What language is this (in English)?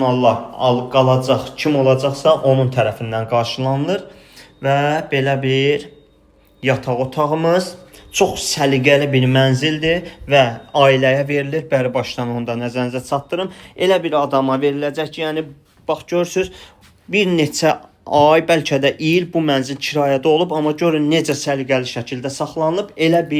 Azerbaijani